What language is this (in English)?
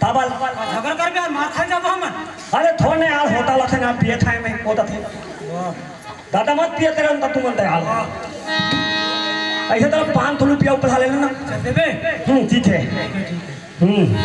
Chhattisgarhi